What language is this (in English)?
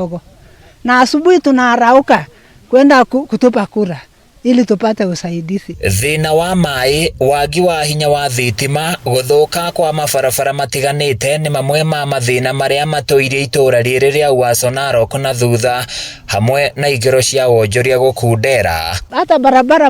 Kikuyu